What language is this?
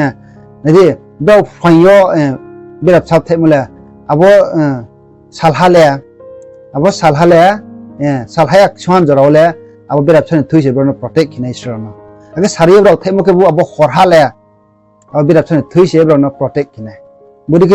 Riang (India)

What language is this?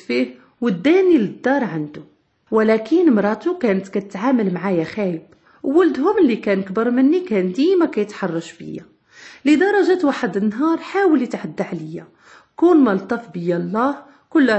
Moroccan Arabic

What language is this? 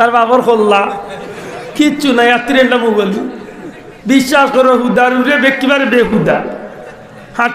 Sylheti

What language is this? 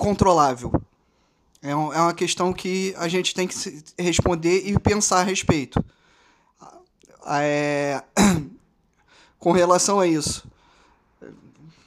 Portuguese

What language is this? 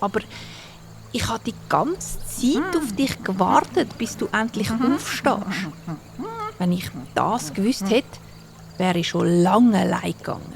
Swiss German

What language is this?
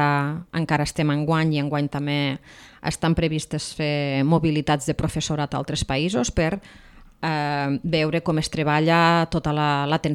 Catalan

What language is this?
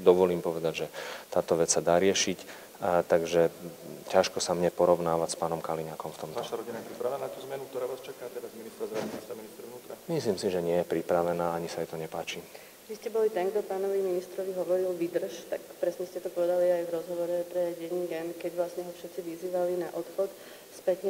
Slovak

